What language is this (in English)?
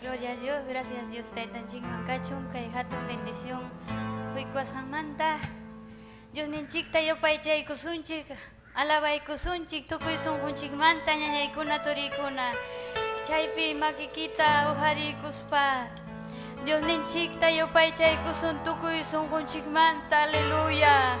Ayacucho Quechua